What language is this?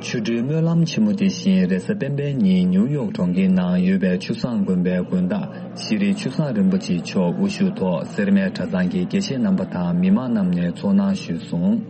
Tibetan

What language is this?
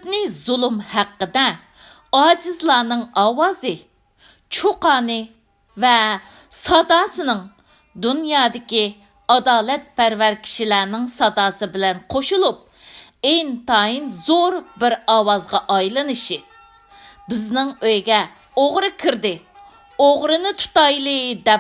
Uyghur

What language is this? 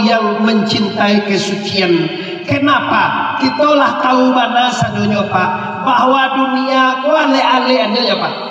Minangkabau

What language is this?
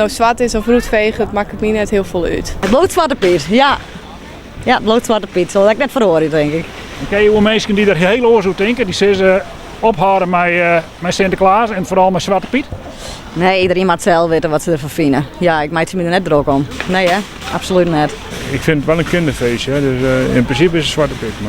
Western Frisian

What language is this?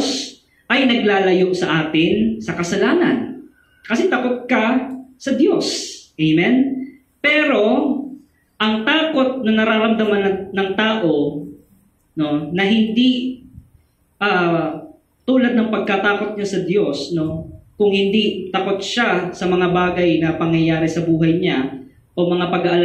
Filipino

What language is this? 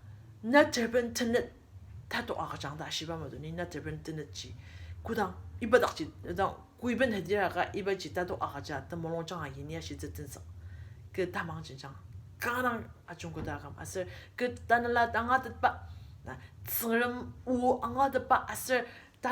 Ao Naga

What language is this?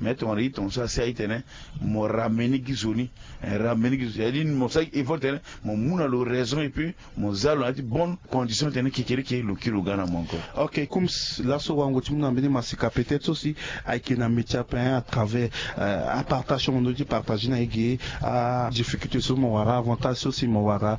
Sango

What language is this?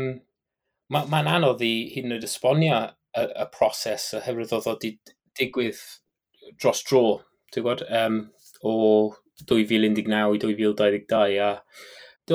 Welsh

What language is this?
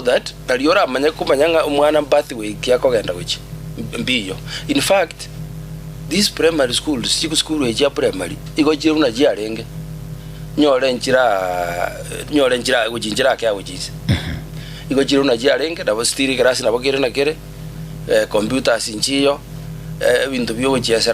Gusii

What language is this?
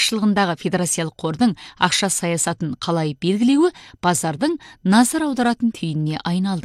Kazakh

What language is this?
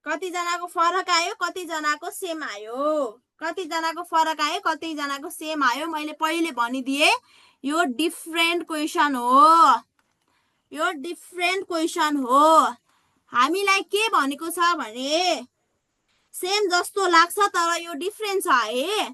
Nepali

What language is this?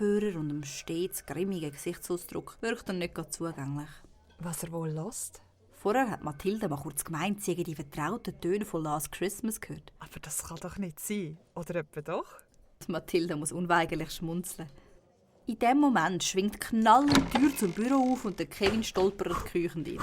Swiss German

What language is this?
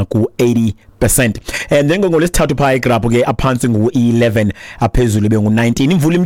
Xhosa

